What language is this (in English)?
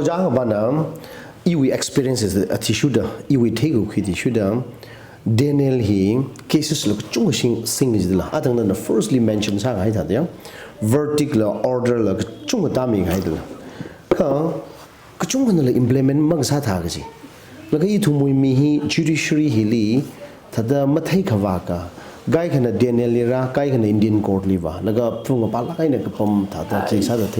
Tangkhul Naga (India)